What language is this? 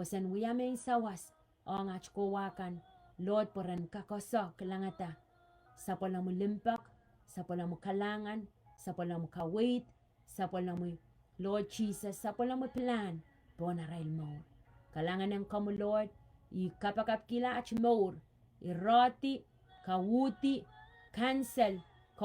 Pohnpeian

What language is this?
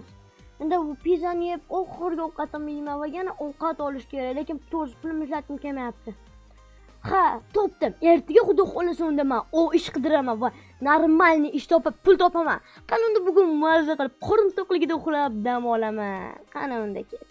Uzbek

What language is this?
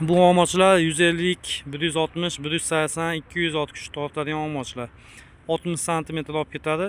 Uzbek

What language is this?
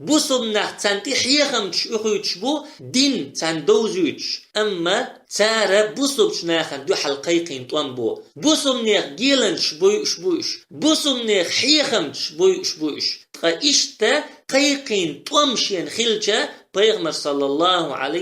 Chechen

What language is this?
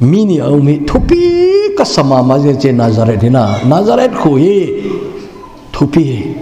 Thado Chin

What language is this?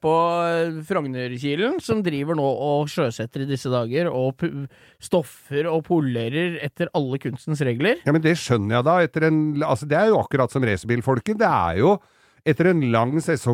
Norwegian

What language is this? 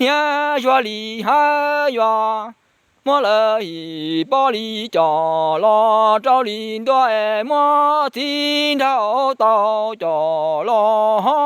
Hmong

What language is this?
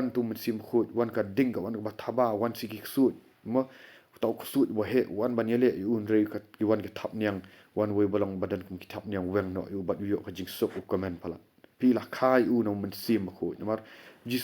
Khasi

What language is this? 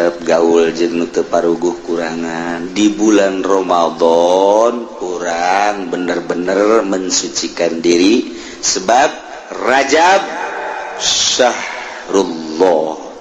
Sundanese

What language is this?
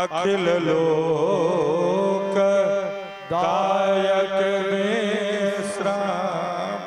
Maithili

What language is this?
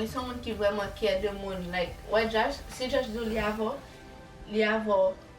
Haitian Creole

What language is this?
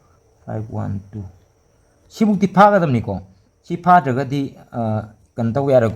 Manipuri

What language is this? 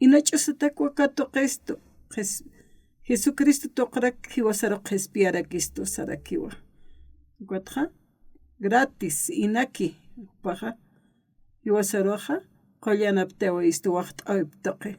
Aymara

